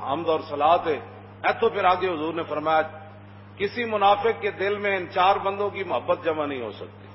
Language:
Western Panjabi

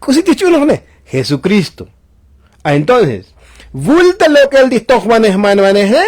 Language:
Tzotzil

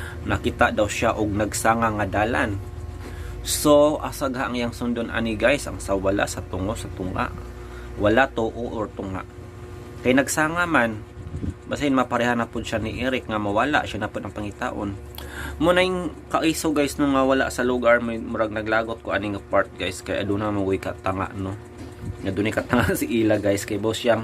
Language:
Cebuano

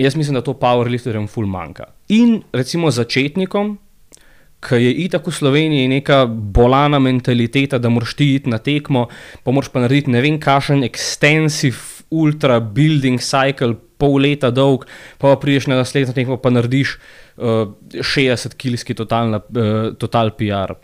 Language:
Slovenian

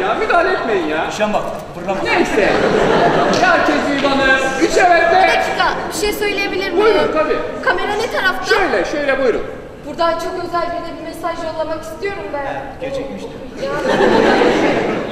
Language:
Turkish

